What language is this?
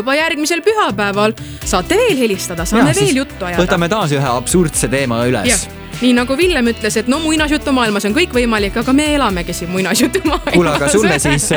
Estonian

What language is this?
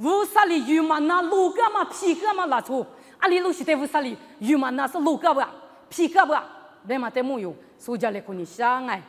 Lisu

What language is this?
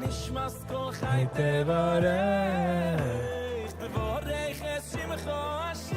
Yiddish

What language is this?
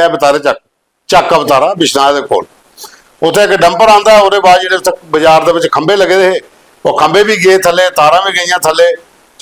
Dogri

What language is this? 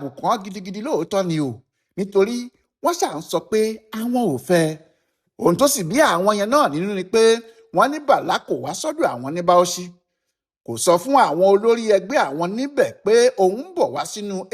Yoruba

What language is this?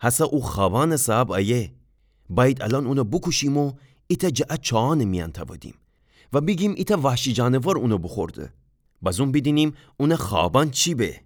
Gilaki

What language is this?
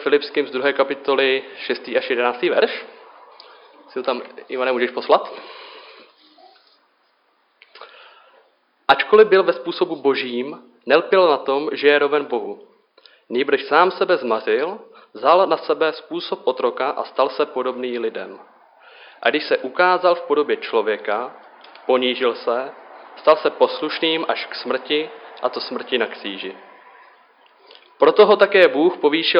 Czech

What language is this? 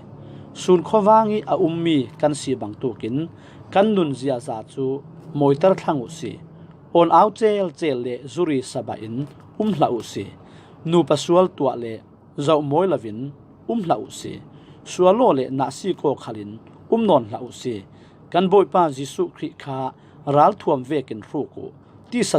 Falam Chin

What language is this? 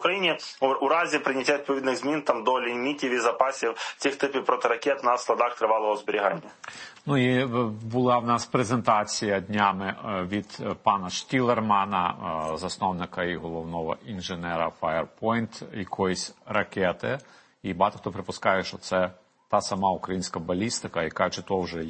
Ukrainian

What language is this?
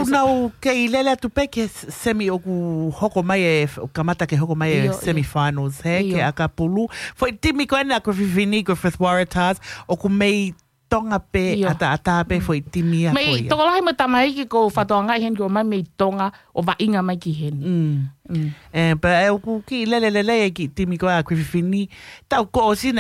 Tongan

